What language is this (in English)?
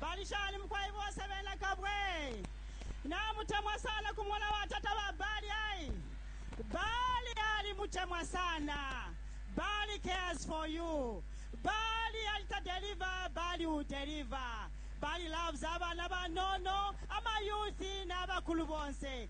Bemba